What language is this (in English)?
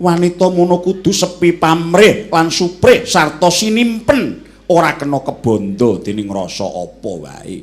Javanese